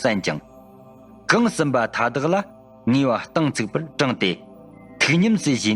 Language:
Tibetan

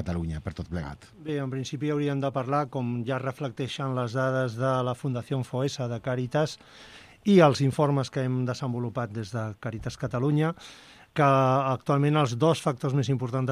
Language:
Catalan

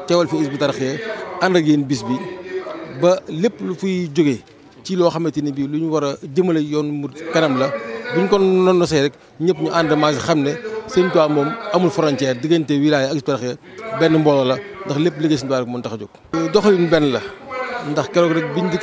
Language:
Wolof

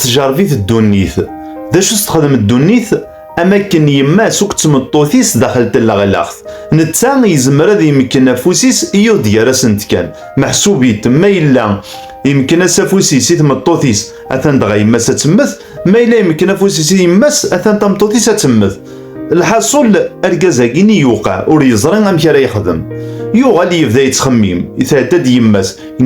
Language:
Kabyle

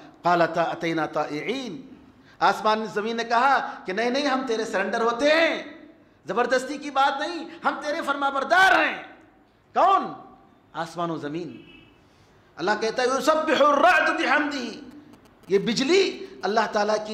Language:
Urdu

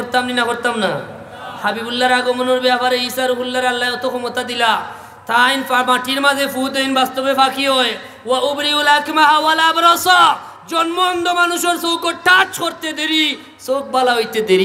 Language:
Sylheti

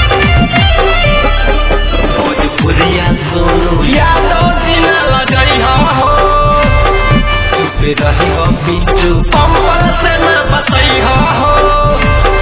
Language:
Bhojpuri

